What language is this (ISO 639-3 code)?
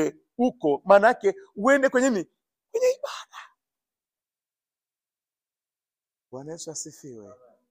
swa